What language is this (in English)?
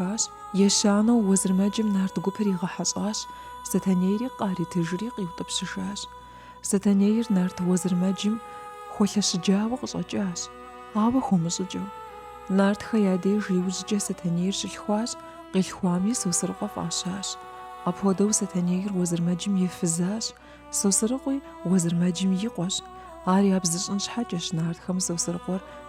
Kabardian